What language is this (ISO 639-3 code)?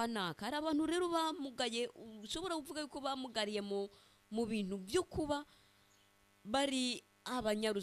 run